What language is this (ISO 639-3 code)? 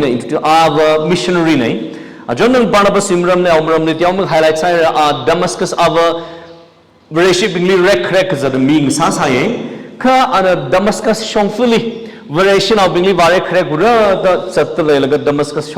nmf